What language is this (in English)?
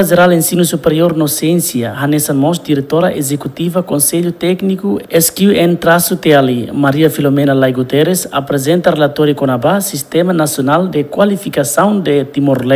Tetum